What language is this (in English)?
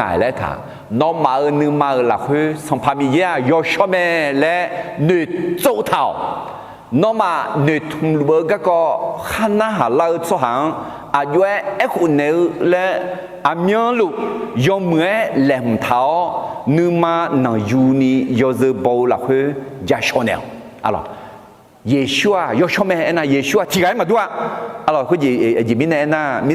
Akha